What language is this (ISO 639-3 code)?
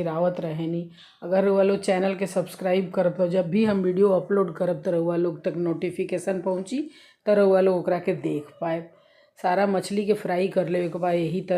bho